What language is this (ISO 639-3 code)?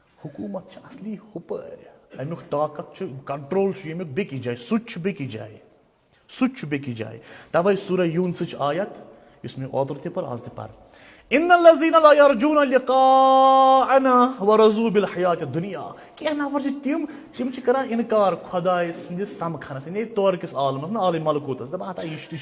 kas